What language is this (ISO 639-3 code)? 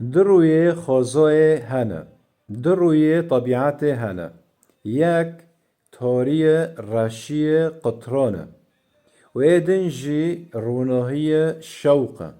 kur